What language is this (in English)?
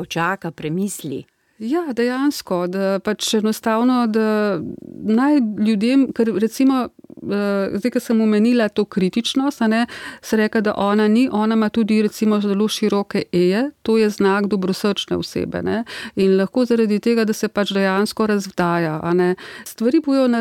Slovenian